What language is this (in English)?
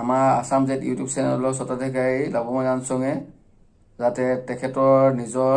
Assamese